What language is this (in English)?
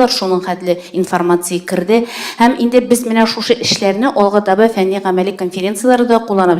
Tatar